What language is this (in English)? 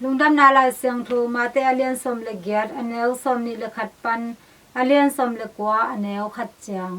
Tedim Chin